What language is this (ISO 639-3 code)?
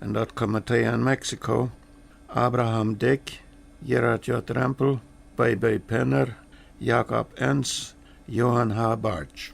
pdt